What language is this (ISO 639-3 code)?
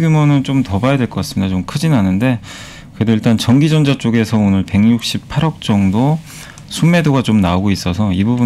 kor